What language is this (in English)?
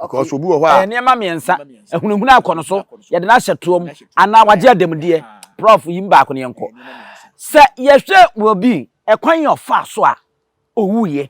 Akan